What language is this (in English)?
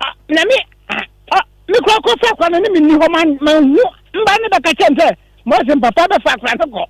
Akan